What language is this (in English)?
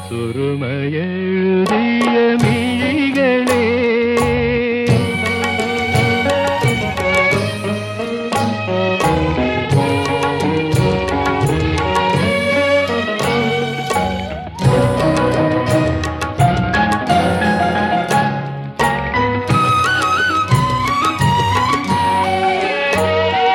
Malayalam